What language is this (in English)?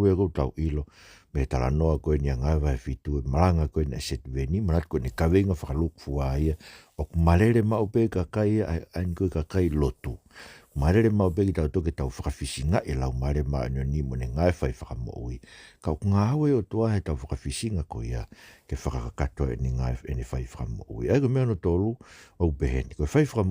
Tongan